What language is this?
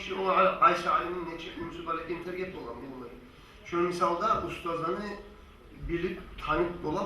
Kumyk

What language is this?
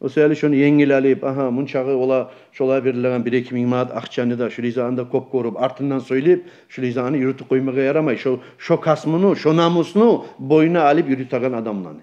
Kumyk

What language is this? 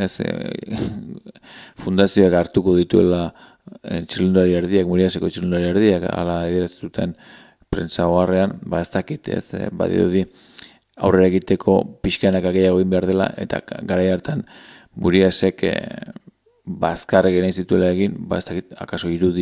Basque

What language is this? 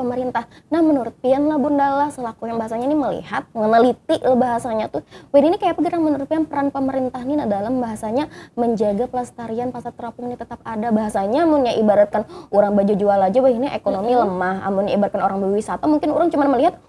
Banjar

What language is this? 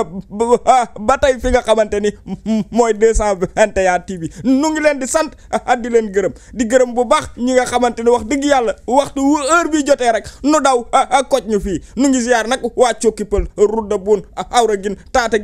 Wolof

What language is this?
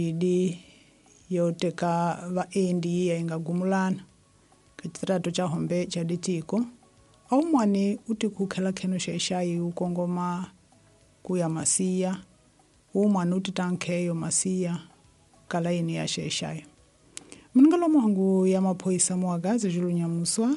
Tsonga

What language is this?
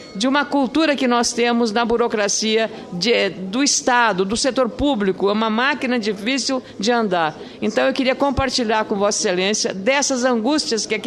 Portuguese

